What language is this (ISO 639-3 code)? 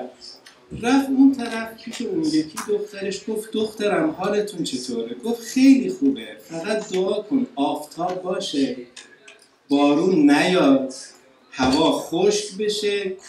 fas